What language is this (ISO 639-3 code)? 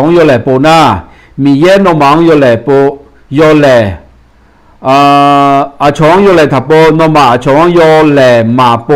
ahk